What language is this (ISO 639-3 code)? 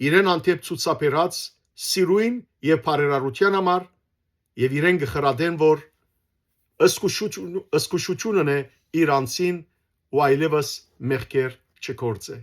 hyw